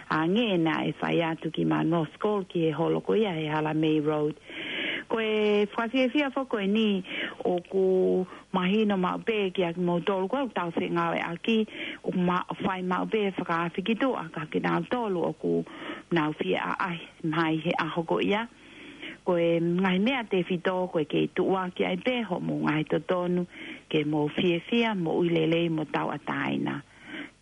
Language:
Tongan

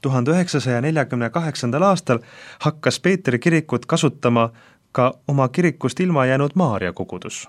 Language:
Estonian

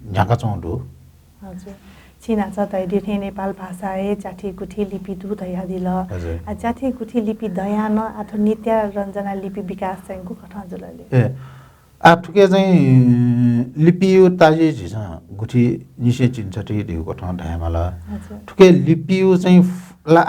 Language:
Newari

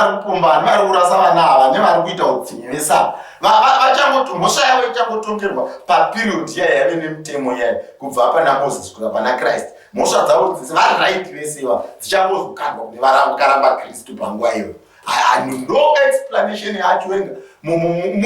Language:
Shona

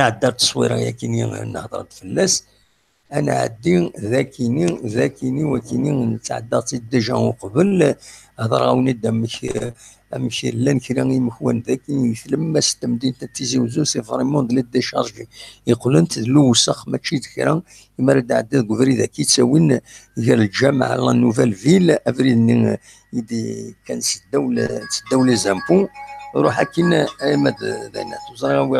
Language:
Kabyle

